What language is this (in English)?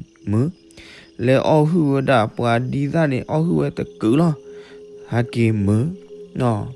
S'gaw Karen